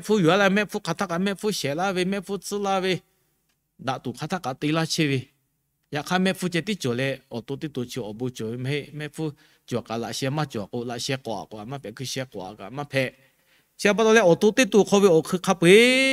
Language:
Lahu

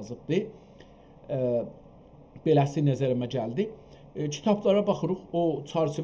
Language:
South Azerbaijani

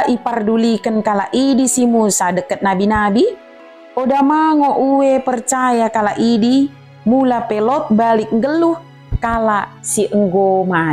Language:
Batak Dairi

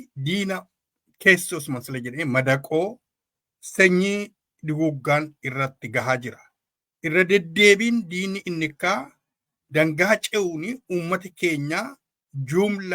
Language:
Oromo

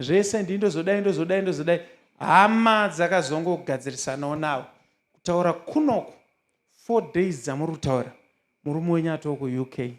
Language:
Shona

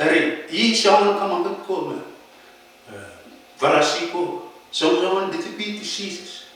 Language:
Pohnpeian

